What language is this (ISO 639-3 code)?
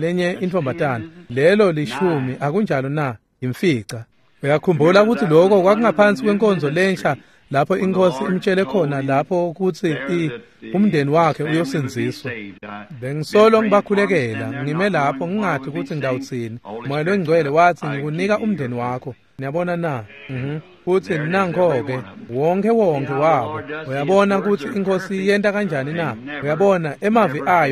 ssw